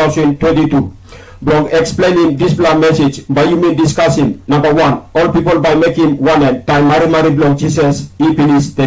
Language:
Tok Pisin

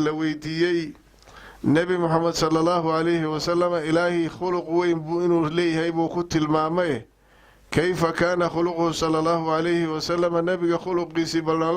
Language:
Somali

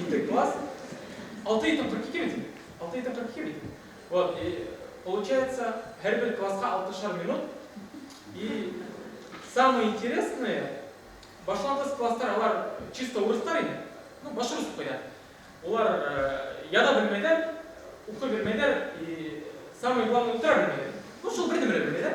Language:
Bashkir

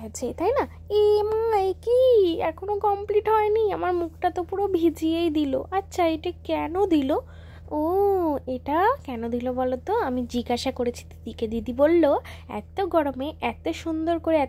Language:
Bangla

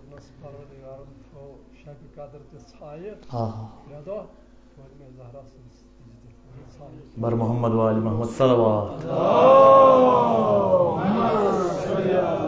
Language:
Kashmiri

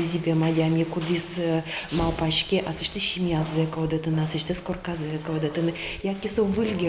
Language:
Udmurt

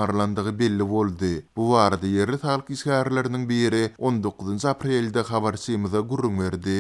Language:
Turkmen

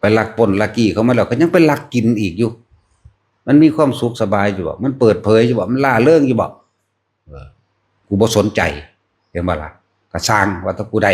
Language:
Northeastern Thai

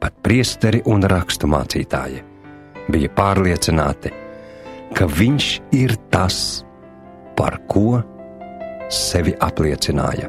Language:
Latvian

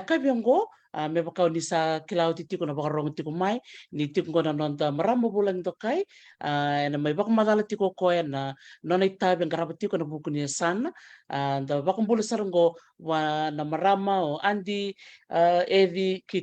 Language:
Fijian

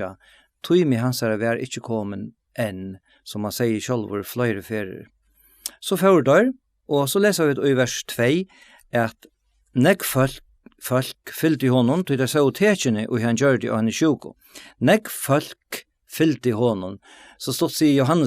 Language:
Faroese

